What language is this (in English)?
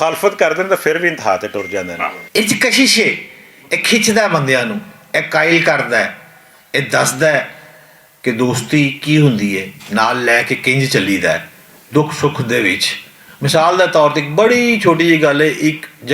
Western Panjabi